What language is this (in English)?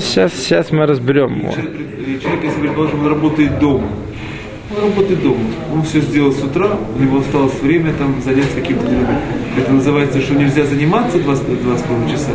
Russian